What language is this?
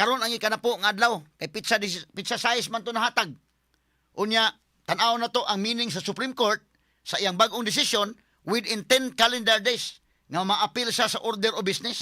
Cebuano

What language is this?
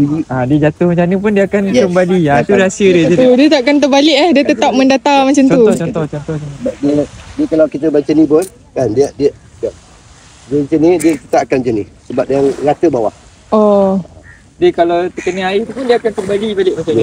Malay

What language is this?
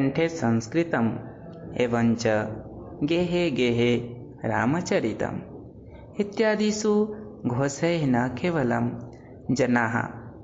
Sanskrit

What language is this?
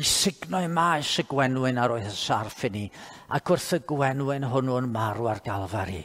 Welsh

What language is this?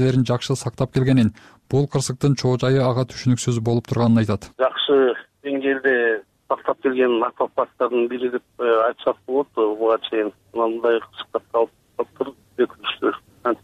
Kyrgyz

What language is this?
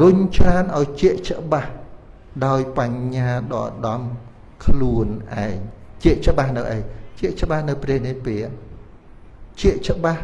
Khmer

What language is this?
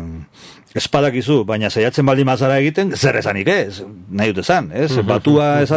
Basque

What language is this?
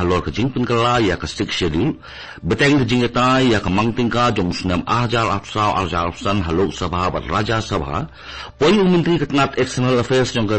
Khasi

